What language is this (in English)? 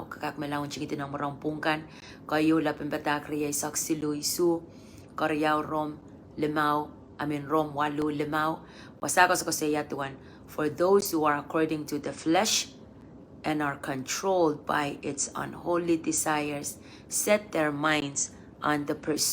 Pohnpeian